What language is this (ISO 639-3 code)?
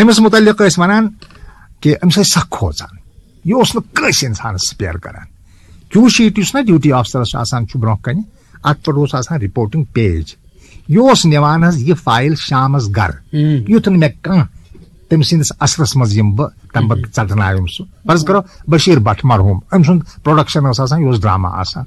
kas